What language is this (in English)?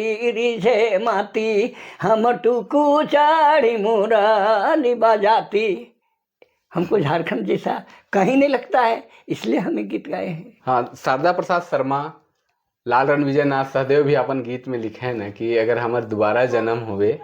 Sadri